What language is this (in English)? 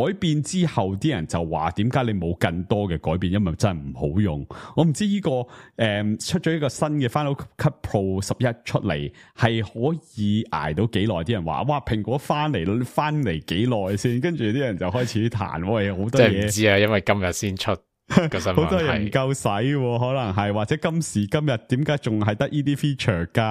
Cantonese